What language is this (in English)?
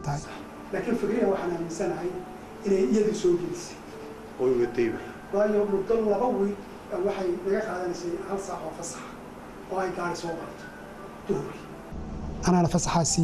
Somali